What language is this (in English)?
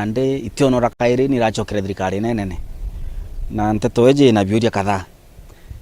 Meru